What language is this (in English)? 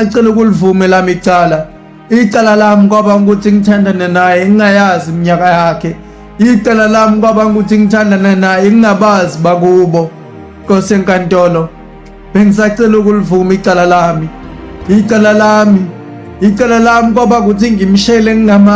Swati